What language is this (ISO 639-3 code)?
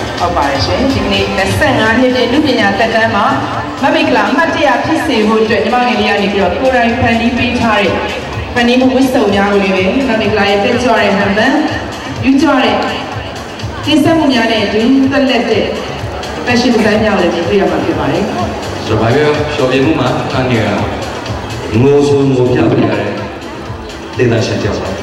mya